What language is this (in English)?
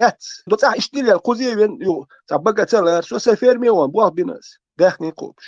Chechen